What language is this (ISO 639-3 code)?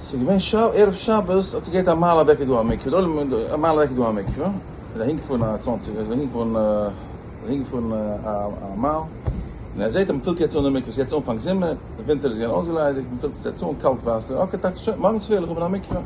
yid